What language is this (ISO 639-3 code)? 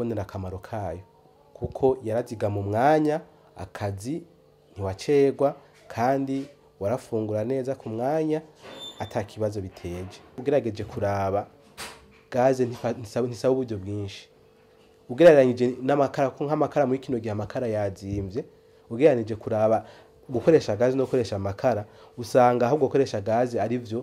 run